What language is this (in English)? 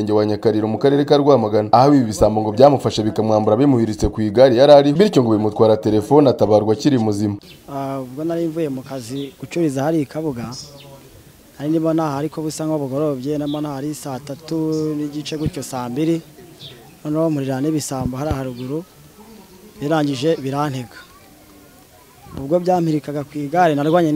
Kinyarwanda